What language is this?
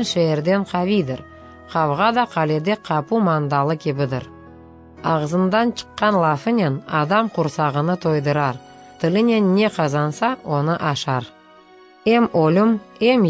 Crimean Tatar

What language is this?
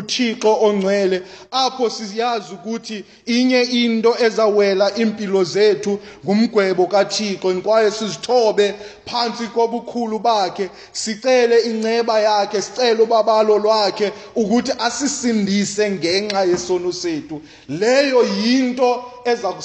Xhosa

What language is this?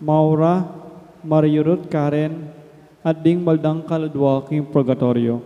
Pampanga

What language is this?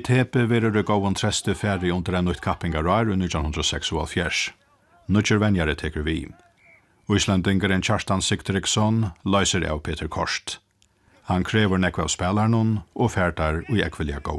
Faroese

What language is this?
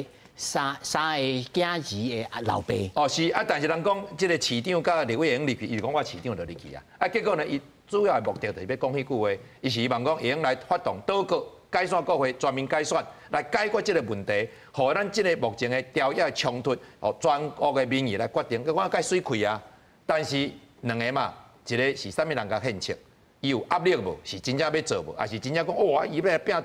Min Nan Chinese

